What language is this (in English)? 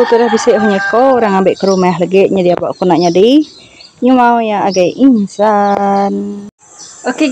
Iban